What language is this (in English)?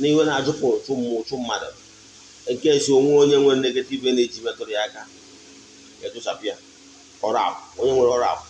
Igbo